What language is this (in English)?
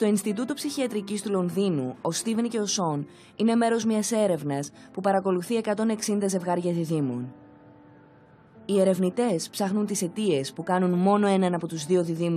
Greek